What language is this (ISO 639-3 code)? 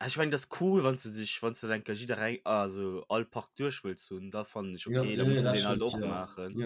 ltz